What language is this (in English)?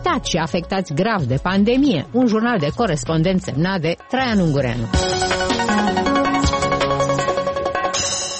Romanian